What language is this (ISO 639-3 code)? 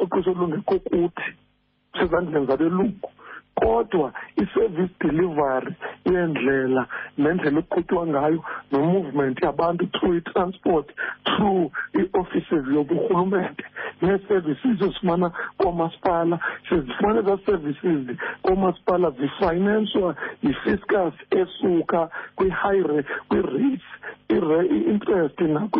xho